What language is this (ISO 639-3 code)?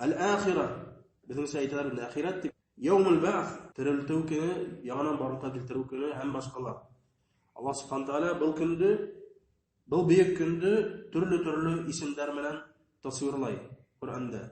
bak